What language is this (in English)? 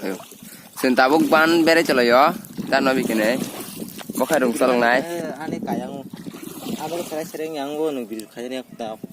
Kok Borok